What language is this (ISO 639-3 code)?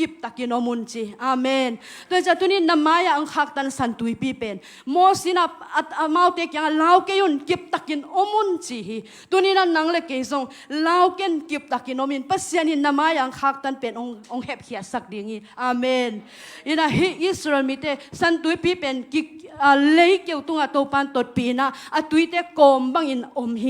ctd